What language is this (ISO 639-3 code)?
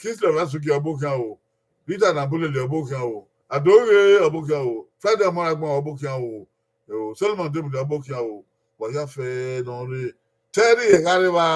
bin